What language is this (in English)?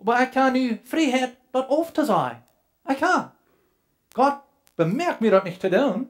Plautdietsch